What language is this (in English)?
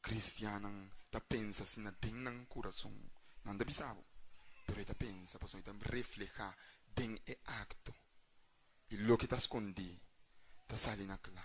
Papiamento